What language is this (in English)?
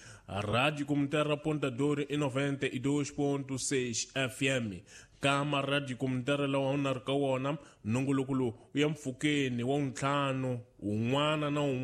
Tsonga